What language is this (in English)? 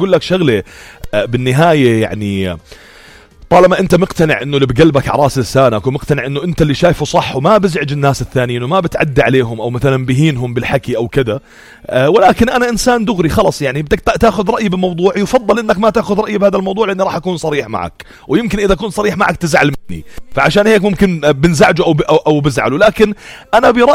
North Levantine Arabic